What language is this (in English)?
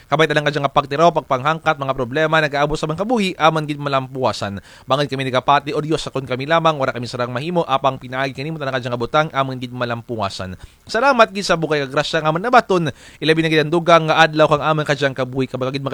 Kinaray-a